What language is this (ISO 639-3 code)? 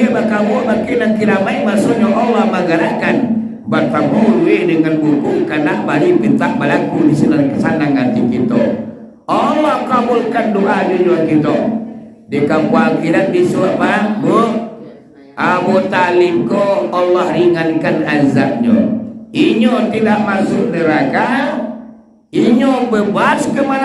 min